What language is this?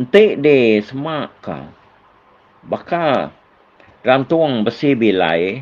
Iban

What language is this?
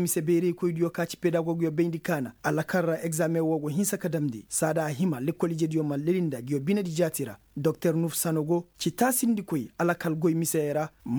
Koyraboro Senni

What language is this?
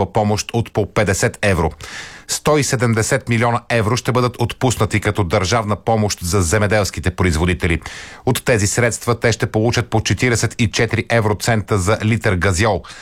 Bulgarian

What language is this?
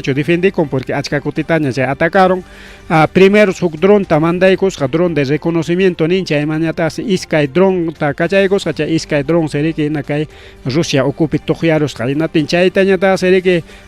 Ayacucho Quechua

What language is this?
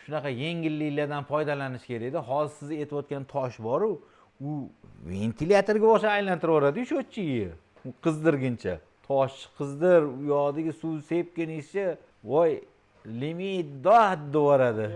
Uzbek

